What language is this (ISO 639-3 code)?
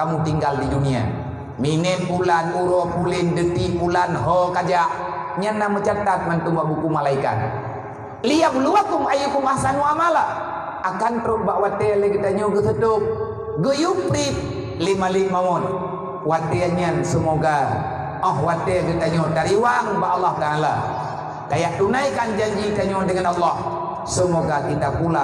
ace